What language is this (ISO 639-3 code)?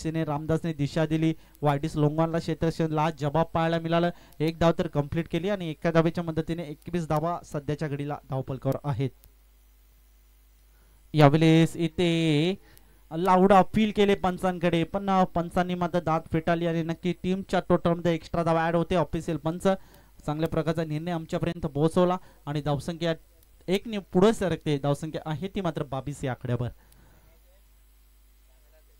mar